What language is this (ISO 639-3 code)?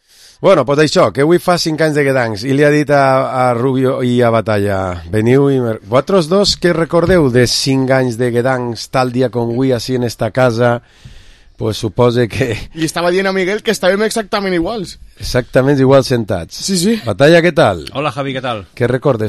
cat